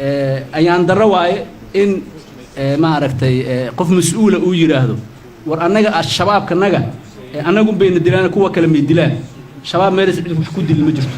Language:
Somali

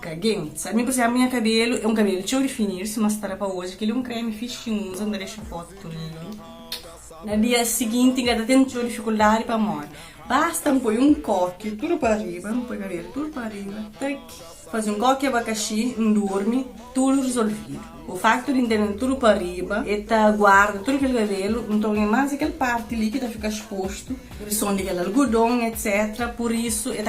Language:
Kabuverdianu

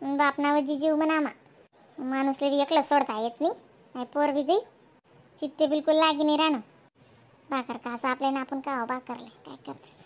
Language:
Khandesi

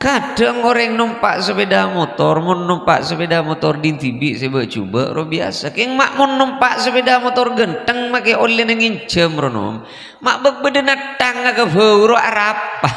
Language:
Madurese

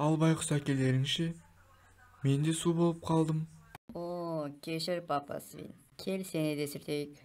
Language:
Kazakh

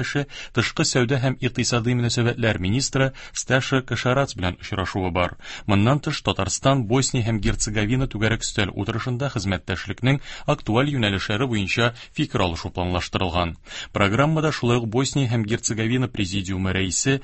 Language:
Tatar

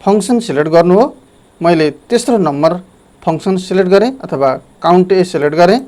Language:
Nepali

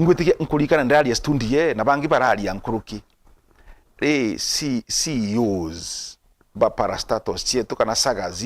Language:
Meru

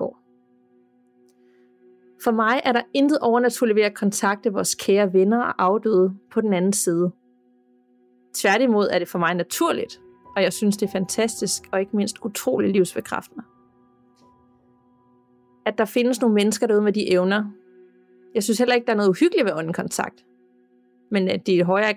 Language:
Danish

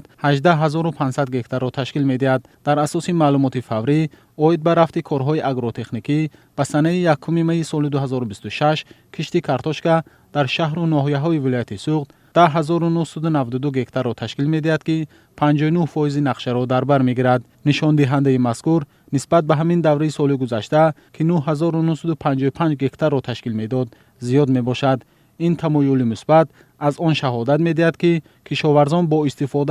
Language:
Tajik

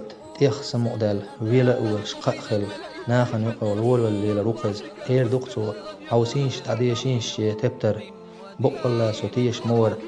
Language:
Chechen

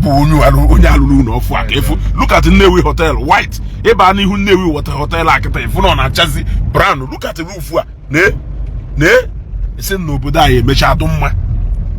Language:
Igbo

